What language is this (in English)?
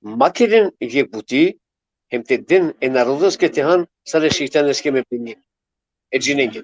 Balkan Romani